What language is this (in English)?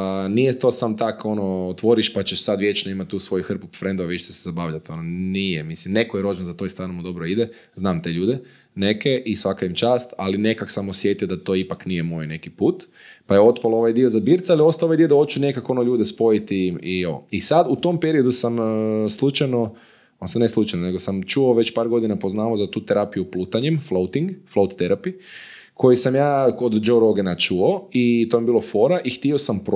Croatian